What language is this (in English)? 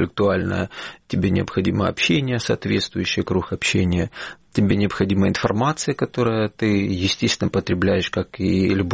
Russian